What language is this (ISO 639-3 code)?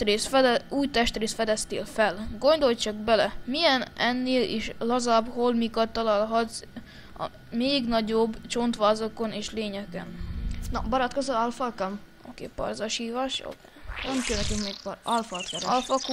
hun